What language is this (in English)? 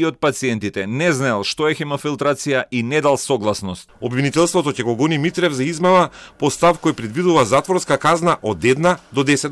Macedonian